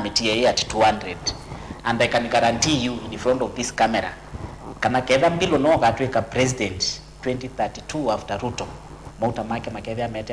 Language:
Kamba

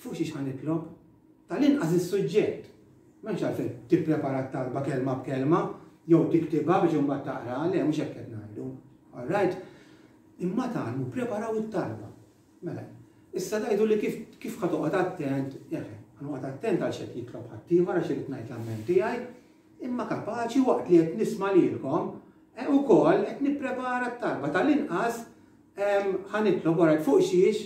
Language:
Maltese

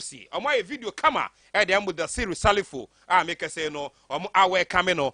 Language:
Akan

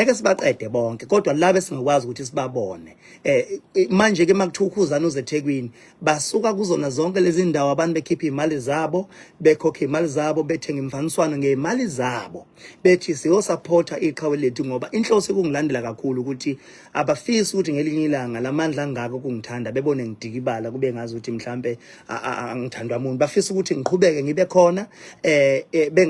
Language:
Zulu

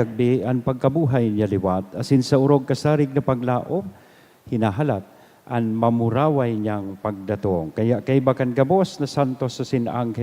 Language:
Bikol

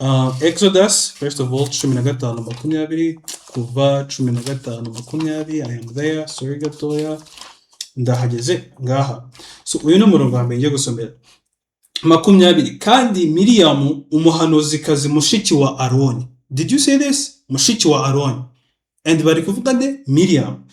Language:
Kinyarwanda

